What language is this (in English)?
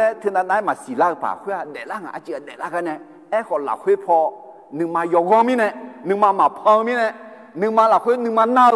Akha